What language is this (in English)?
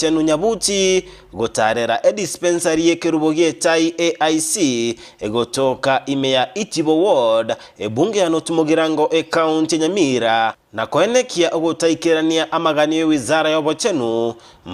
Gusii